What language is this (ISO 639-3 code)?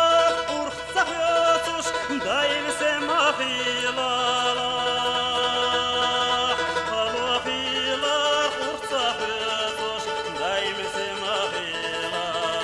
che